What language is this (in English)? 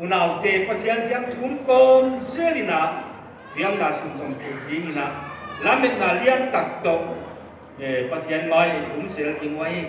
Paite Chin